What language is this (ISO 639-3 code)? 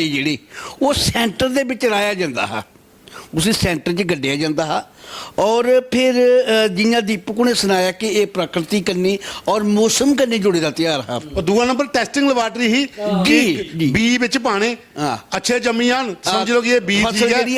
doi